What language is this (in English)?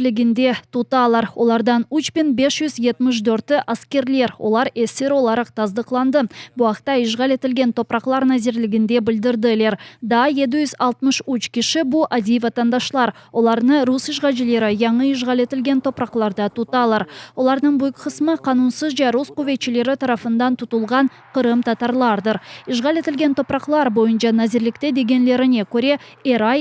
Crimean Tatar